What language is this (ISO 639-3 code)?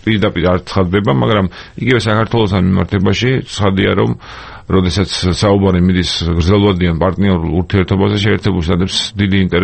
kat